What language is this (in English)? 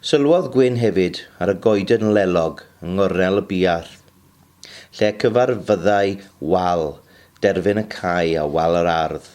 Welsh